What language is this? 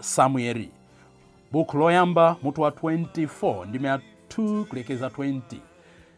Nyanja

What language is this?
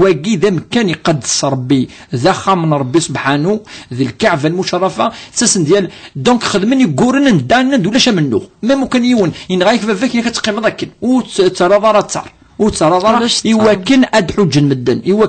Kabyle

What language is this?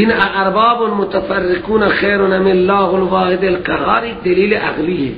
Persian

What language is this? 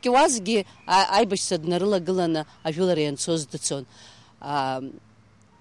Abkhazian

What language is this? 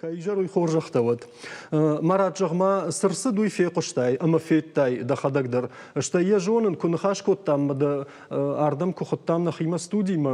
Ossetic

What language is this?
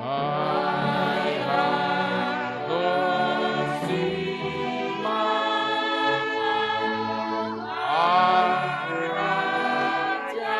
Batak Simalungun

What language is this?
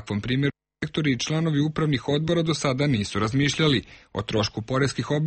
Serbian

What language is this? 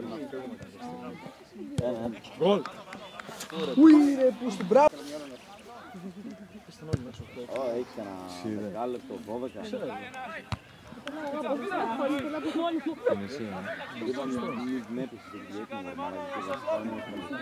Greek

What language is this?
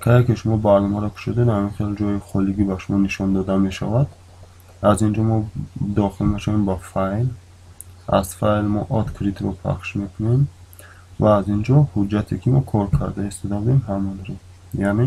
Tajik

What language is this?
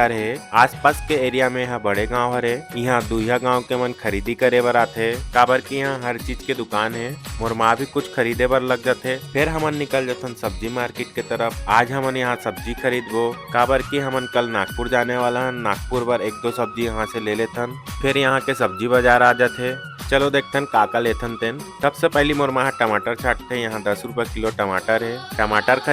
Chhattisgarhi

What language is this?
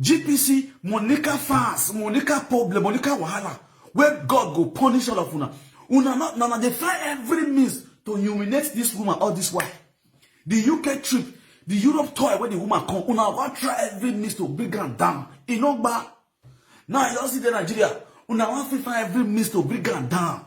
Nigerian Pidgin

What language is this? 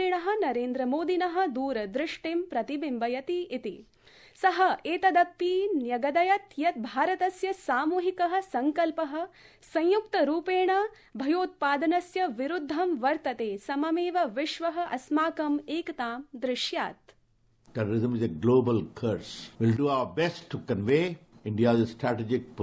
Sanskrit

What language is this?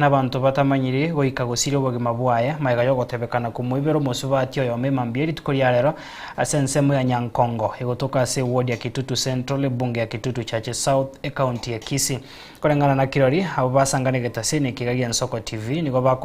Gusii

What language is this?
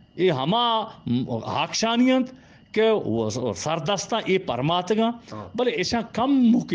Eastern Balochi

